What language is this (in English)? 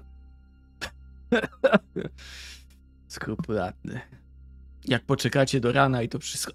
Polish